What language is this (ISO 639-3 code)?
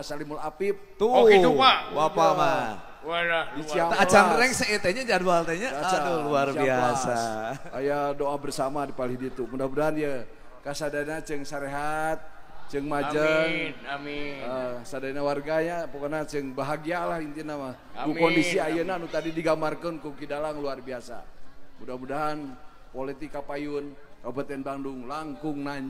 sun